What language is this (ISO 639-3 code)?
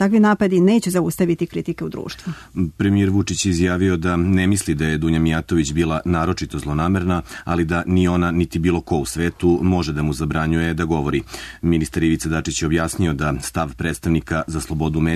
srp